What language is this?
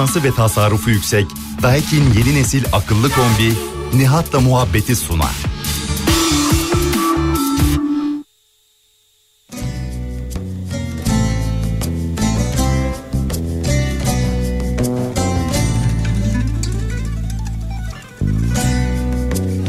Turkish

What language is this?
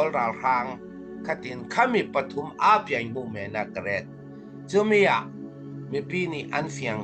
Falam Chin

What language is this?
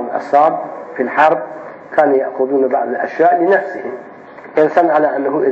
Arabic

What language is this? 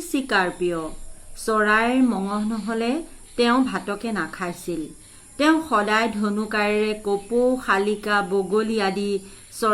Assamese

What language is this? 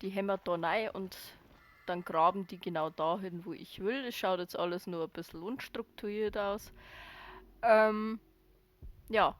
Bavarian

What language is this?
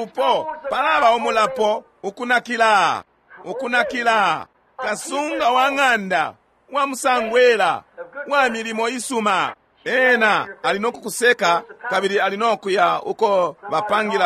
Bemba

